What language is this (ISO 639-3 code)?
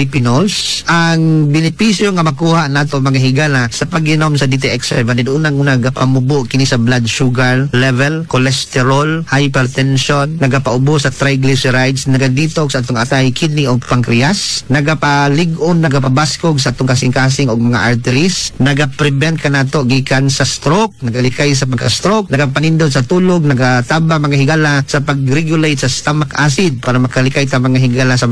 ceb